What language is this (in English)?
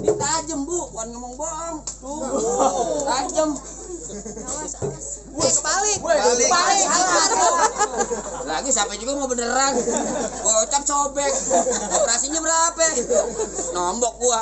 Betawi